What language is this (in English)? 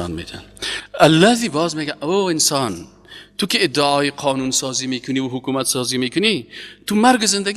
Persian